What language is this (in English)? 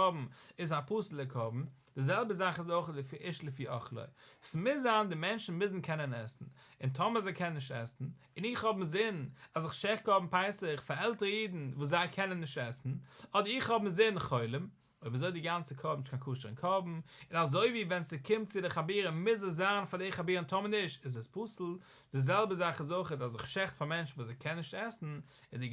Yiddish